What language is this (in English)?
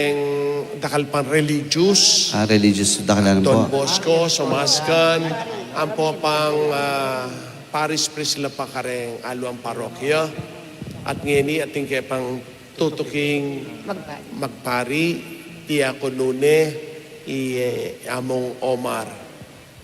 Pampanga